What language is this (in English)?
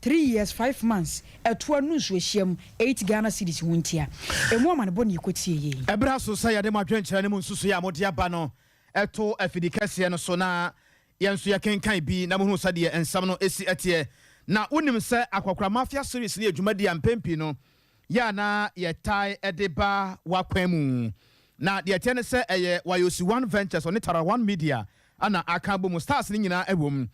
Akan